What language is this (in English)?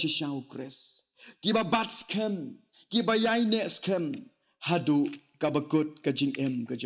Khasi